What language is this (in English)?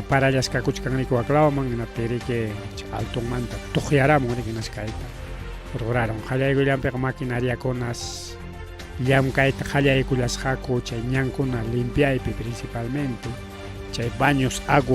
Ayacucho Quechua